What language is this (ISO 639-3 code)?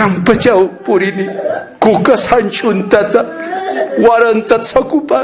aym